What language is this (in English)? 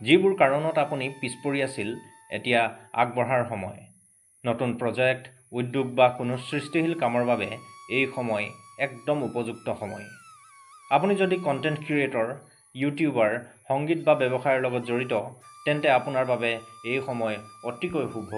Assamese